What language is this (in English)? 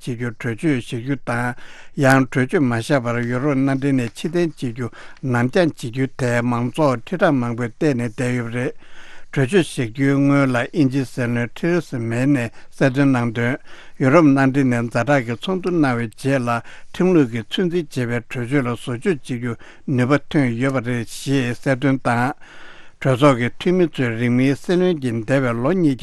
Tibetan